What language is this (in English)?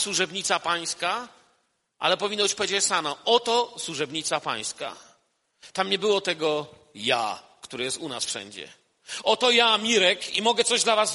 Polish